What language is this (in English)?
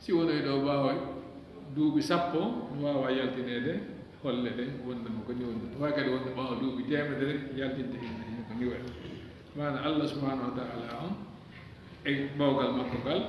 Fula